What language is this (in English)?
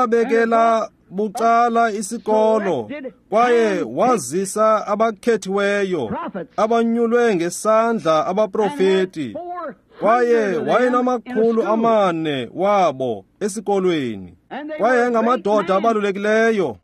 Xhosa